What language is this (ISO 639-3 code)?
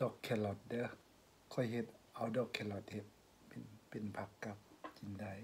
lao